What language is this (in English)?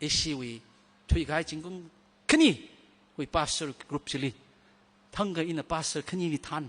Tangkhul Naga (India)